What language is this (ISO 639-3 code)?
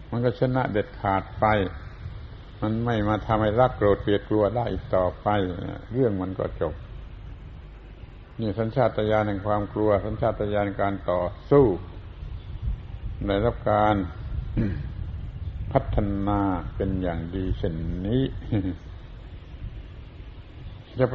tha